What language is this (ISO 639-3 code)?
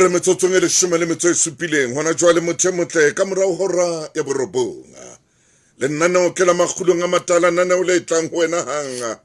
sot